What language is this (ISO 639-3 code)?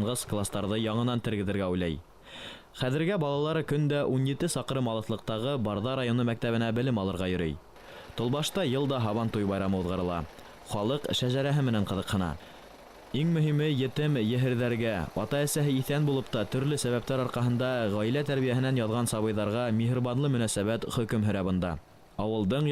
bak